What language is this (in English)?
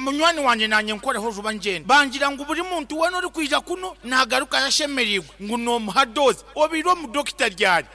Nyankole